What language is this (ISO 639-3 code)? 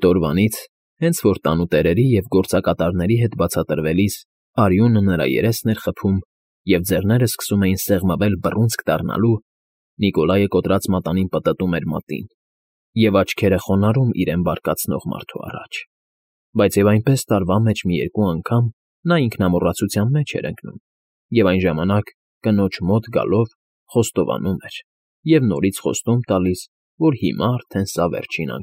hye